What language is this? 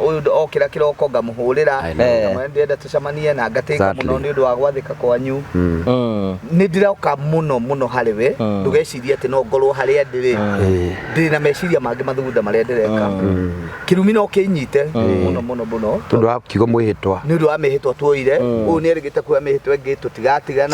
Kikuyu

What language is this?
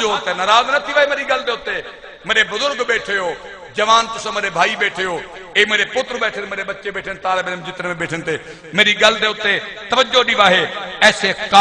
Saraiki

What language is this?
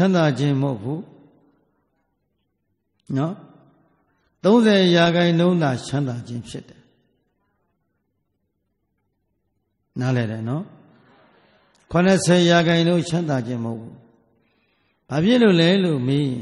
Burmese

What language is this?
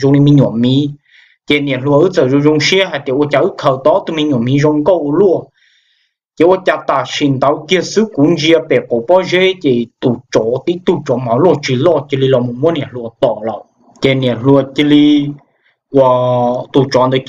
Hmong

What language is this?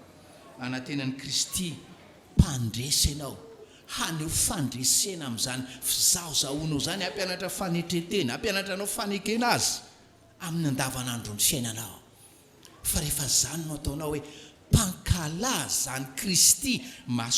Malagasy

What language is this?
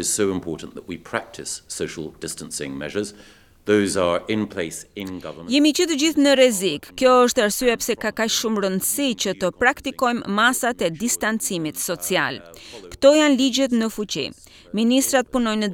Albanian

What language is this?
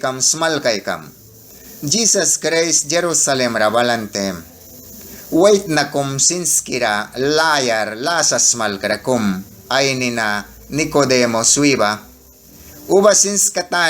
Mískito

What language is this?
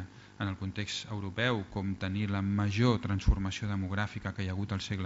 Catalan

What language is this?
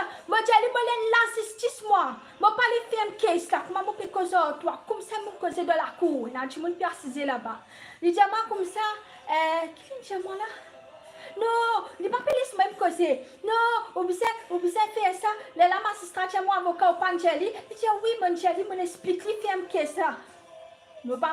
Morisyen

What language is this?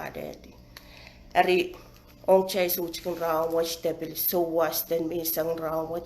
Pohnpeian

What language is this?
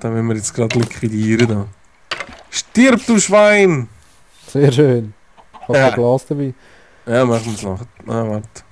Swiss German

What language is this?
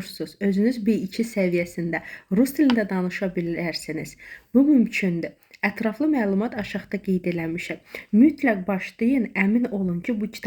Azerbaijani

